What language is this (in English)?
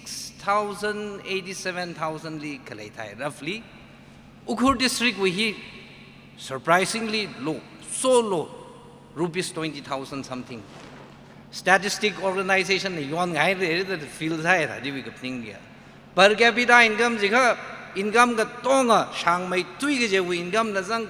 Tangkhul Naga (India)